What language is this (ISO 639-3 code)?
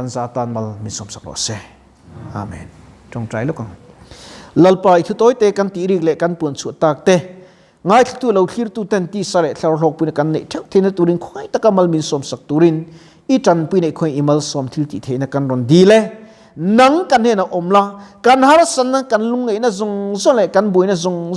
lus